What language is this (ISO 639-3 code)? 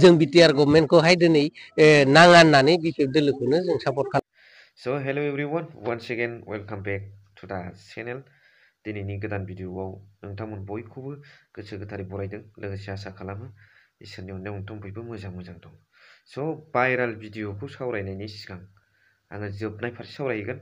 brx